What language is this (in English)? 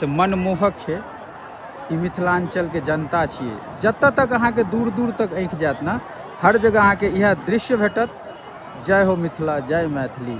Maithili